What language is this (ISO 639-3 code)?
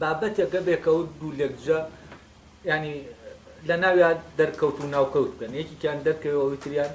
ckb